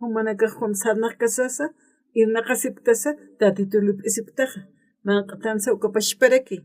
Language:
Aymara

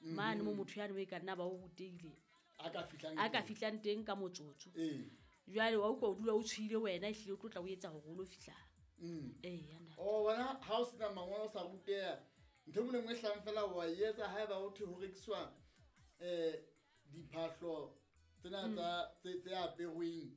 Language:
Southern Sotho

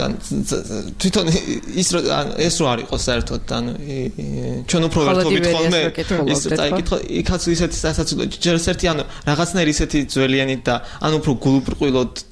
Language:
Georgian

